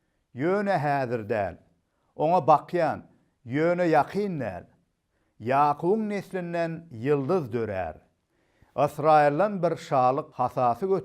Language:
Turkmen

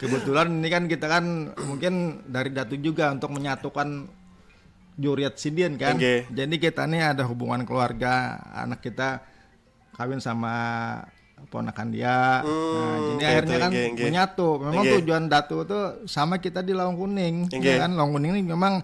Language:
Banjar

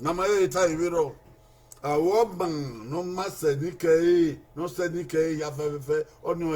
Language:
Bini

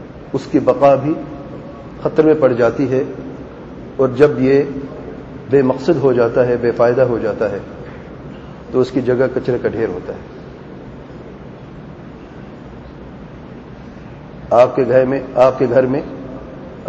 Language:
Urdu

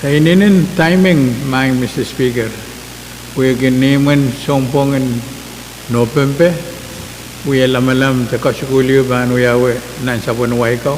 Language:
Pohnpeian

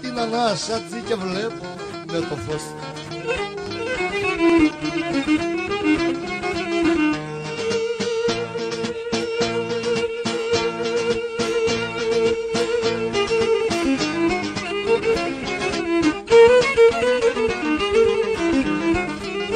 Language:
Greek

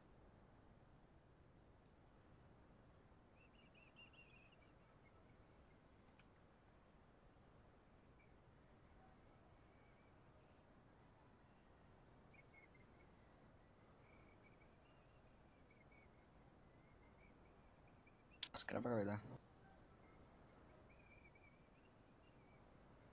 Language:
Portuguese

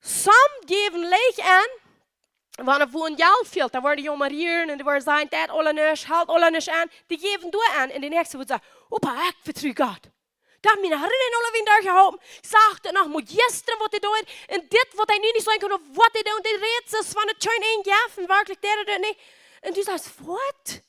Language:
Plautdietsch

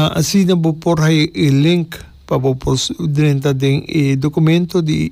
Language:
Papiamento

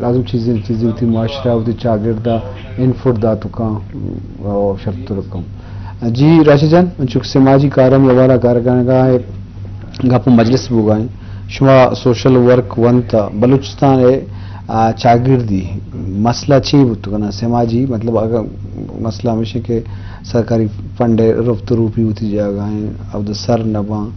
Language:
Eastern Balochi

